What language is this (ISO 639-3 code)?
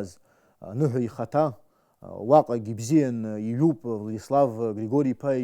abk